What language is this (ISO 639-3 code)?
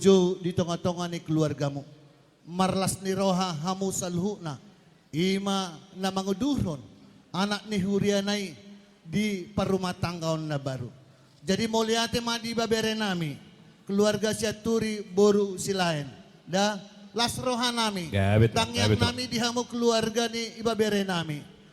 bbc